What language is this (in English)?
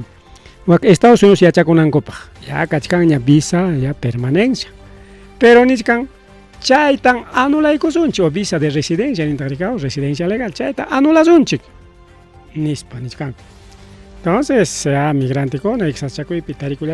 Ayacucho Quechua